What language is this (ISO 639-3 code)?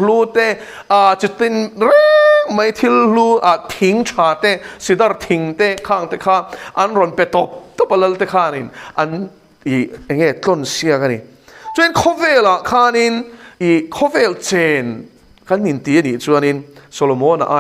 lus